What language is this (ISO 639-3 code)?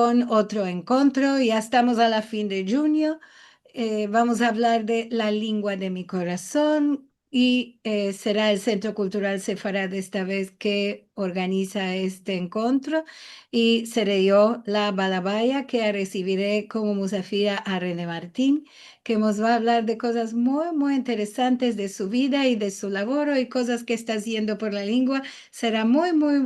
lad